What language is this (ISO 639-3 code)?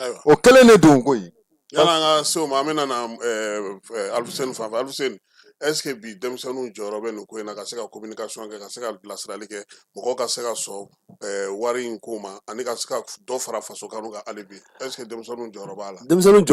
bam